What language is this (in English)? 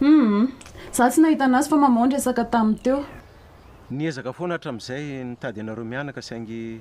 Malagasy